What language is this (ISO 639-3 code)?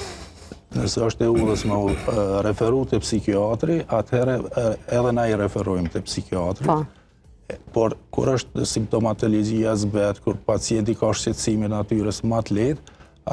sqi